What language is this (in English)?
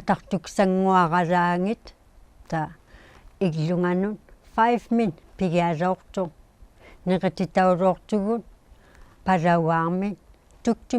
Inuktitut